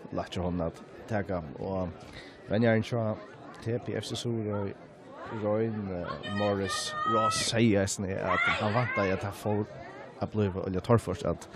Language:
Faroese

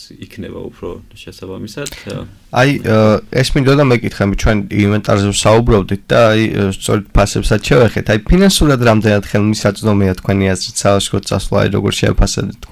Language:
Georgian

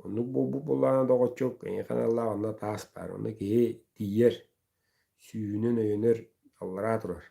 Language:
Yakut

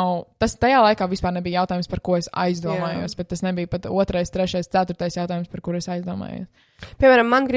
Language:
Latvian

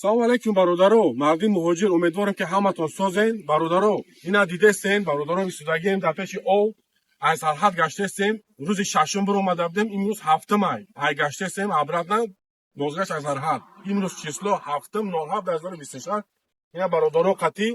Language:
Tajik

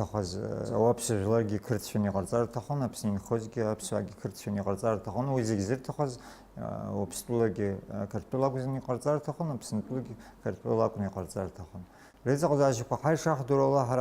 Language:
Abkhazian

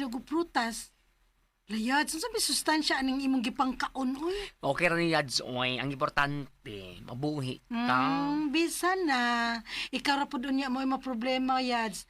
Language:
Cebuano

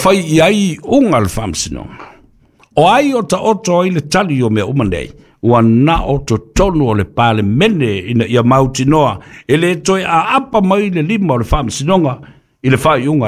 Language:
Samoan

